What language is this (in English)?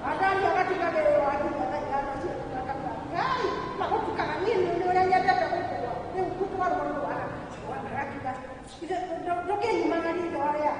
Kikuyu